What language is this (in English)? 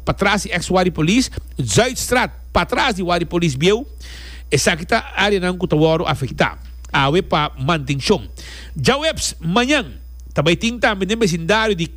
Papiamento